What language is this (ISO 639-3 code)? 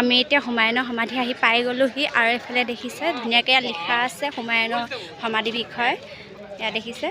asm